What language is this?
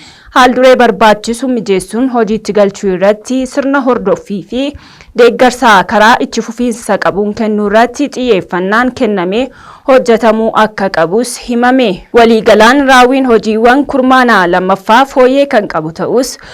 Oromo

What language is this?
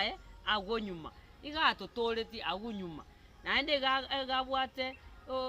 Gusii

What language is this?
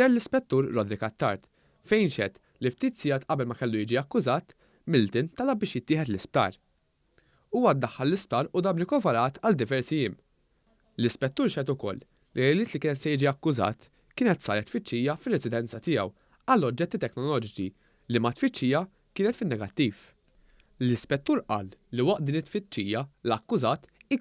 Maltese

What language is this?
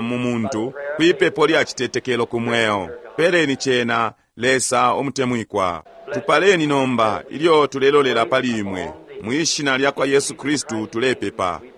Bemba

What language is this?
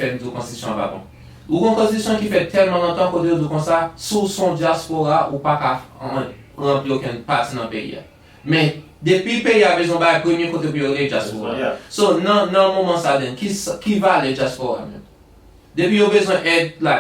Haitian Creole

